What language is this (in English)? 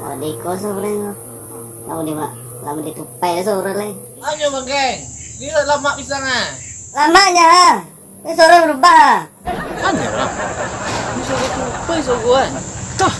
Minangkabau